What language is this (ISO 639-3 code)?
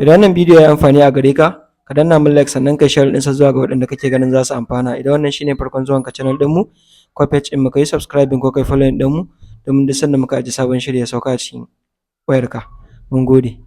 hau